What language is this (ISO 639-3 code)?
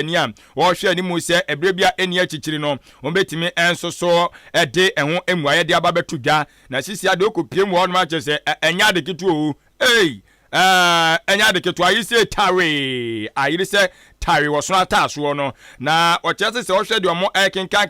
aka